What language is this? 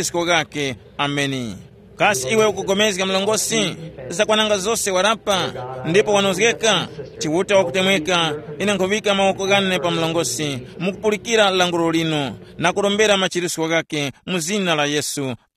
Tumbuka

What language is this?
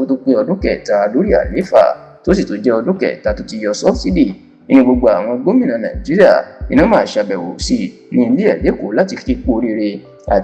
Yoruba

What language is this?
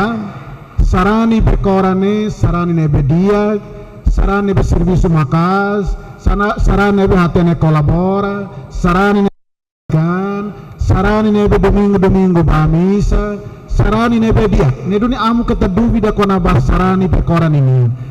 Tetum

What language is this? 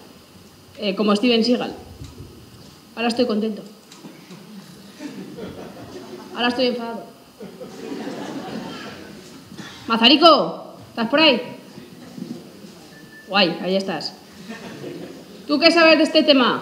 Spanish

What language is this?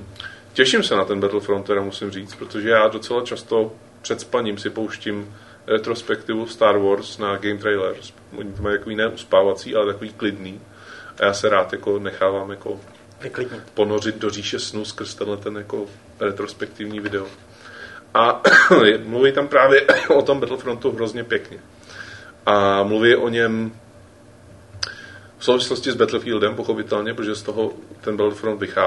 Czech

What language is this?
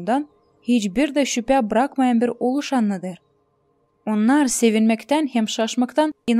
Gagauz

